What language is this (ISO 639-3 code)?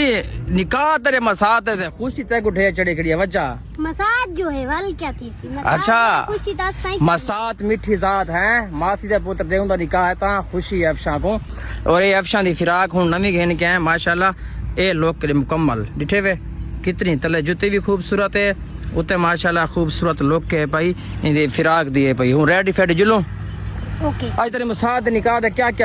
skr